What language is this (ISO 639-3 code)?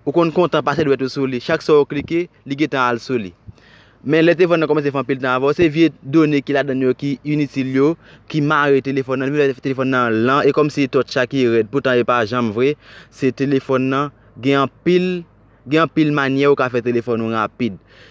hat